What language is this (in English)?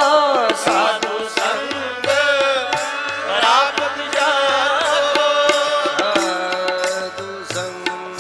Punjabi